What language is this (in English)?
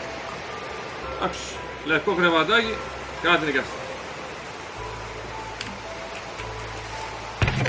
Greek